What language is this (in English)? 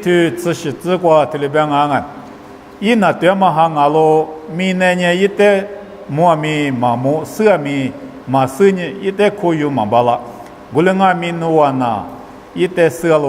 Lisu